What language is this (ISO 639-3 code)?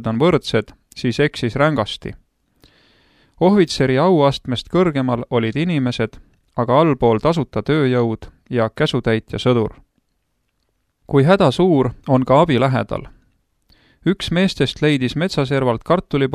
est